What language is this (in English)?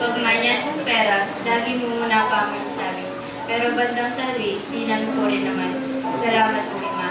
Pampanga